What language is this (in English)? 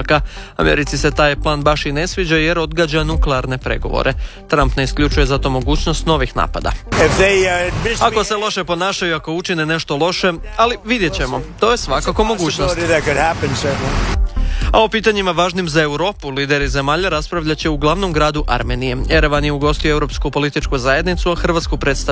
Croatian